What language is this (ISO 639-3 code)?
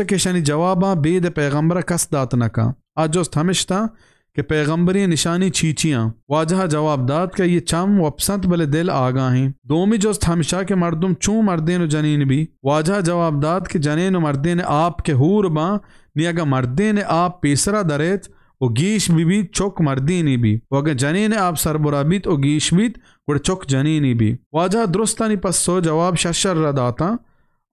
bal